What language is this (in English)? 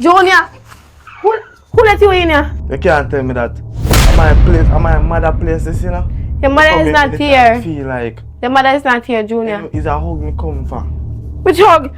Jamaican Creole English